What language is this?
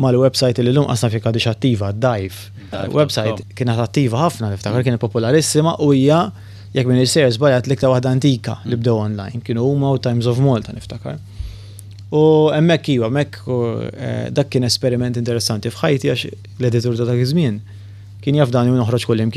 Maltese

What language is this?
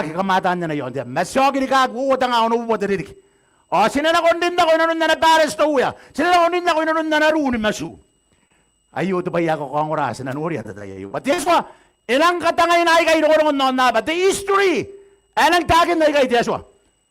Gilbertese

